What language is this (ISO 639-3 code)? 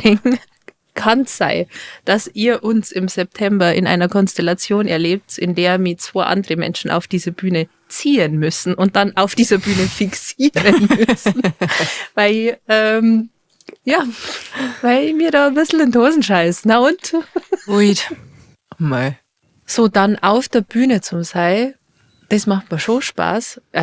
bar